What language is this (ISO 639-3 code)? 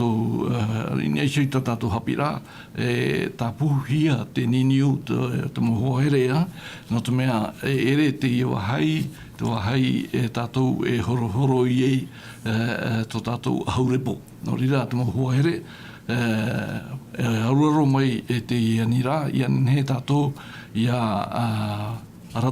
tah